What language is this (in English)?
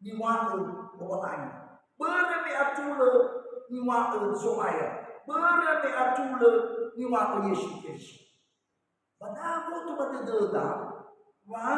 Nias